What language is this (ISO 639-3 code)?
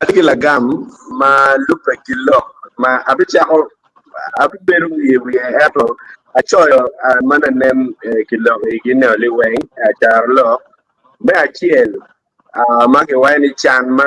ach